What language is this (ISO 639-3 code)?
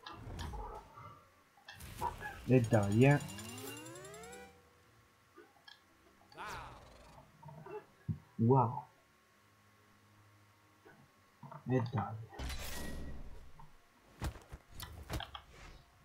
ita